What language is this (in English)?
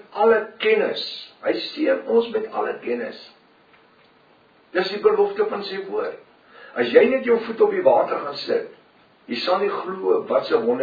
Afrikaans